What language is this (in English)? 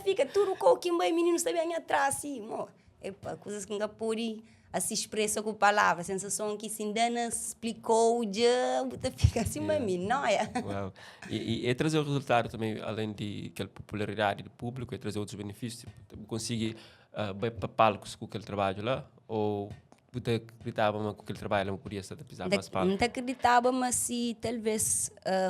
Kabuverdianu